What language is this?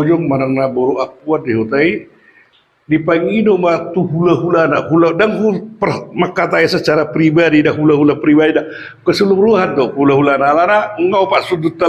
Batak Toba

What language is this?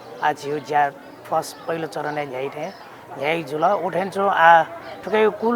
Newari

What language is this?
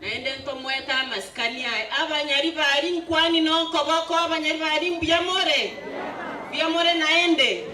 Gusii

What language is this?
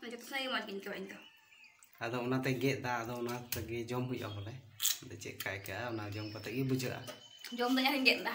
Santali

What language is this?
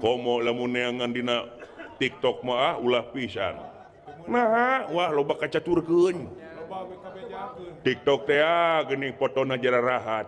Sundanese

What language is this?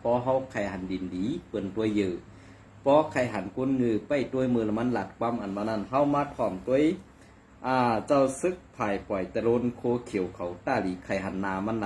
Shan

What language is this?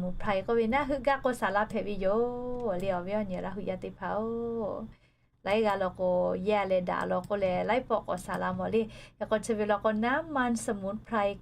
Lahu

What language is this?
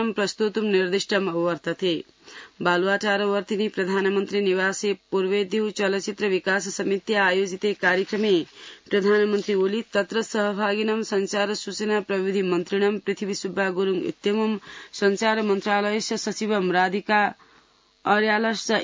Sanskrit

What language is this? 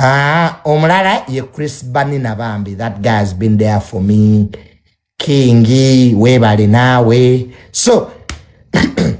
Ganda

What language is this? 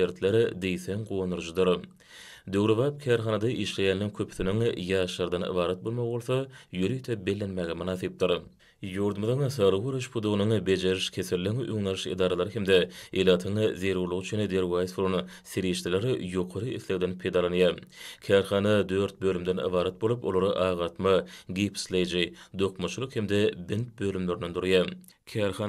Turkmen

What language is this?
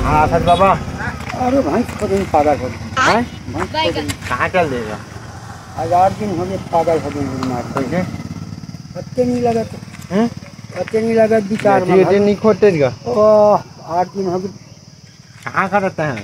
Chhattisgarhi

